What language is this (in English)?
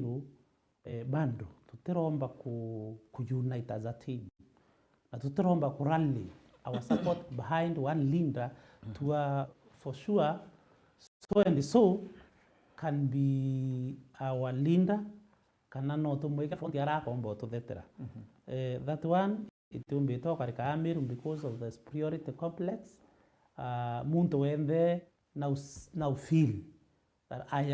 Meru